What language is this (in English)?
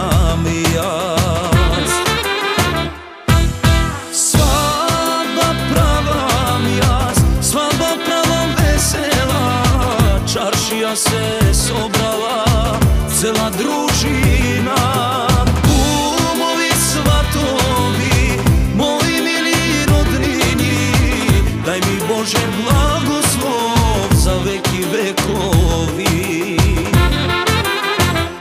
Macedonian